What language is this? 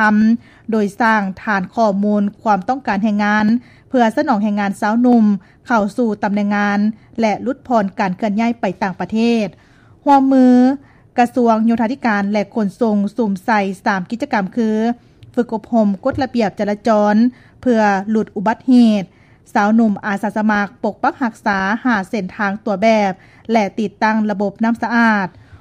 Lao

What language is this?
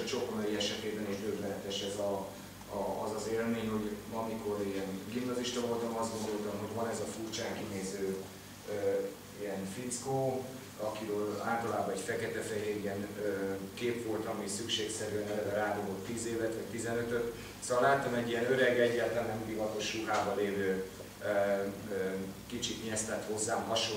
Hungarian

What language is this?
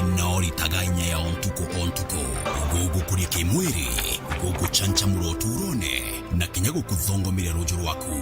Meru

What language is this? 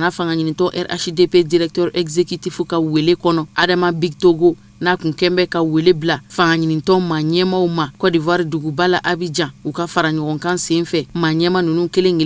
Bambara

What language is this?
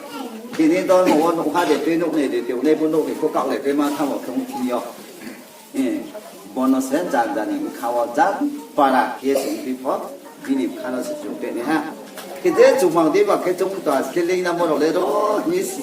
Riang (India)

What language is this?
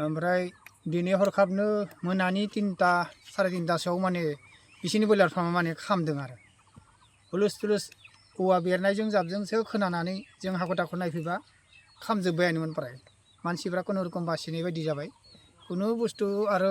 Bodo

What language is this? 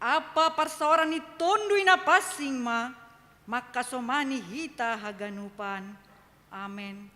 Batak Simalungun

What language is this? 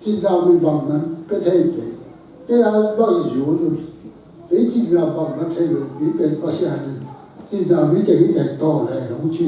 Tedim Chin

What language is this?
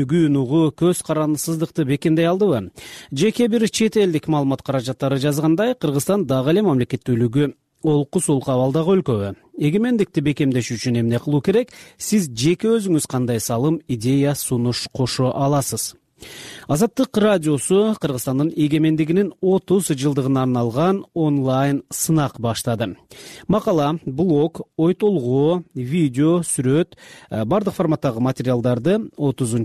Kyrgyz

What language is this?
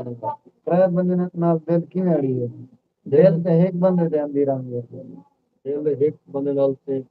Saraiki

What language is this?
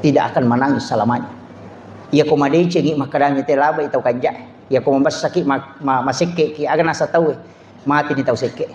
Buginese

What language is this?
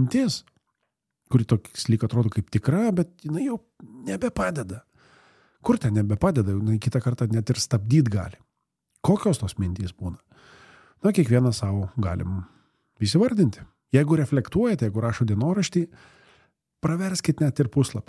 Lithuanian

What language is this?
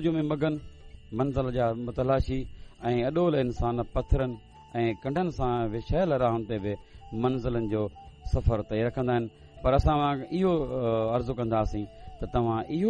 Sindhi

